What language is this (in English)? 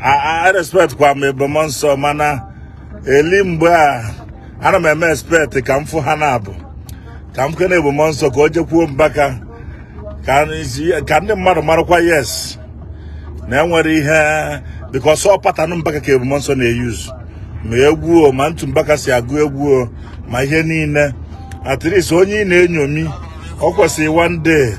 Igbo